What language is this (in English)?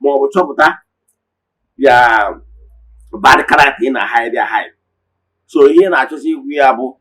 Igbo